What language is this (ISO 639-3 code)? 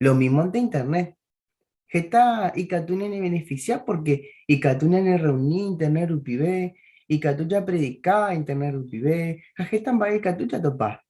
grn